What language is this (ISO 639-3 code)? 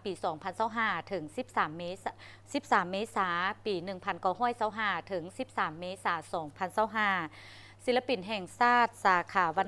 lao